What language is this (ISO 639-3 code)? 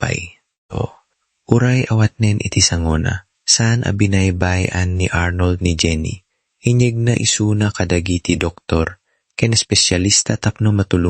ilo